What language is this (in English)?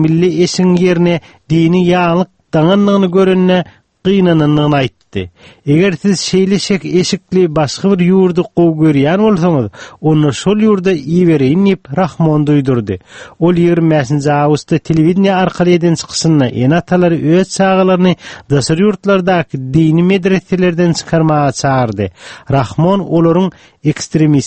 Turkmen